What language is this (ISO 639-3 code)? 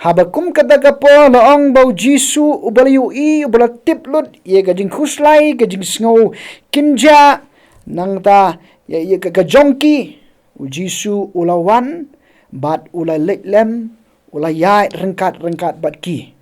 kha